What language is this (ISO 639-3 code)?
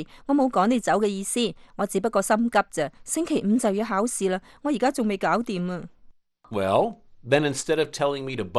yue